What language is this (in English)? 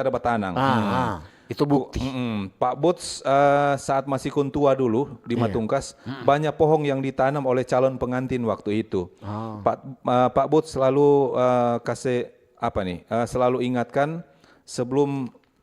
Manado Malay